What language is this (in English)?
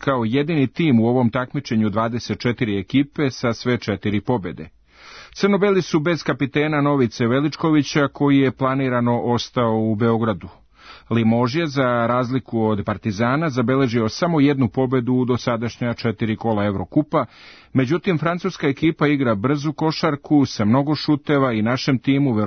Serbian